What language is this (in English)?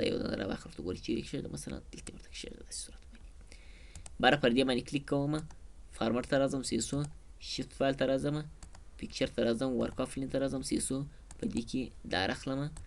Pashto